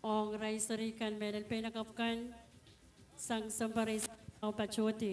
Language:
Pohnpeian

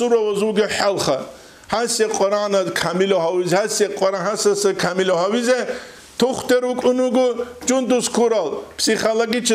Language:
Avaric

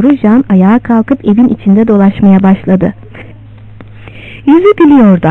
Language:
Turkish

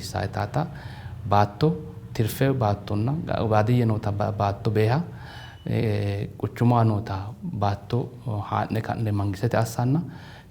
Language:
Sidamo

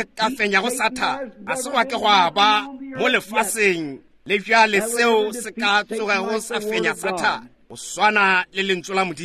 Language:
Northern Sotho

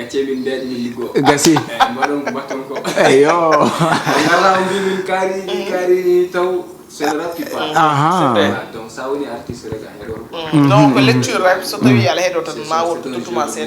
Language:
Fula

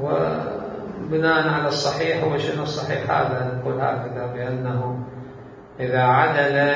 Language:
Mesopotamian Arabic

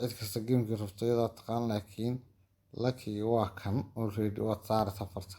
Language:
Somali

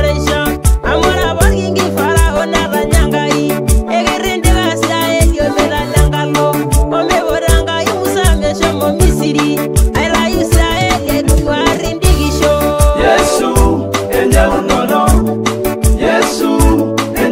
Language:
Masai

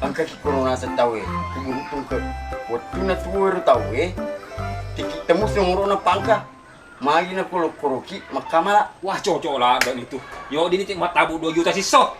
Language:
Buginese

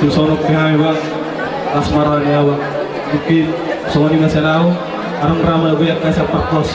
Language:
Batak Toba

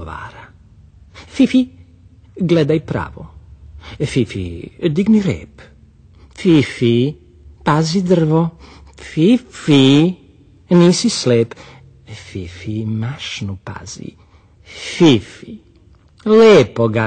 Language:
Serbian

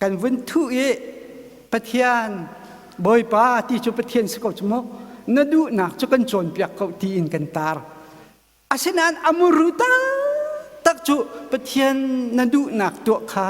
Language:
Hakha Chin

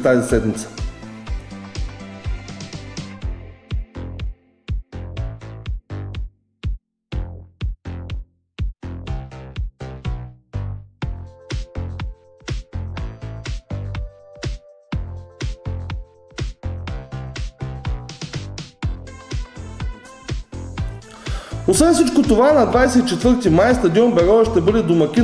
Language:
Bulgarian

